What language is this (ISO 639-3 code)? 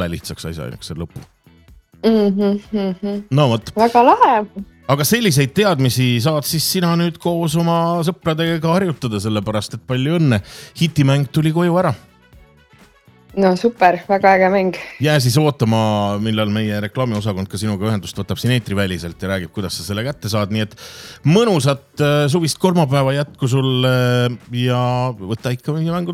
est